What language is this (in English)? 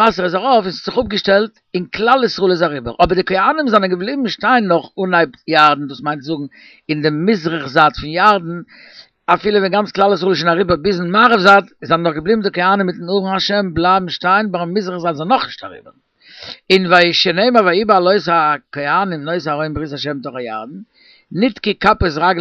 Yiddish